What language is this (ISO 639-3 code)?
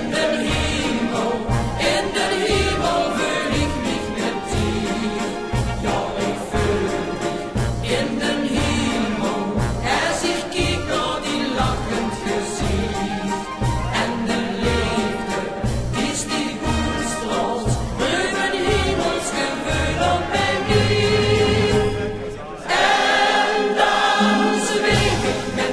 lim